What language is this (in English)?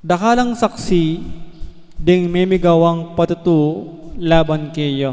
Pampanga